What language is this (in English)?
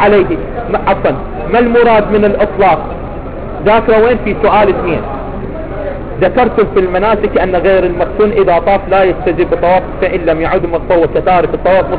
Arabic